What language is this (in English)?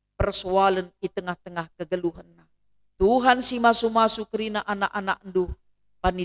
Batak Karo